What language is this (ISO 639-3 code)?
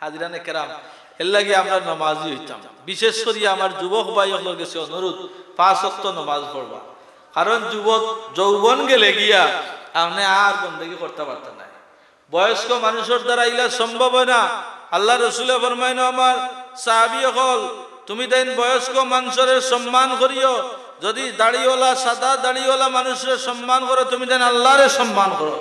syl